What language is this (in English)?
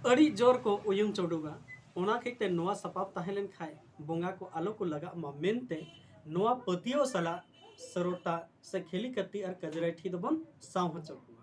Santali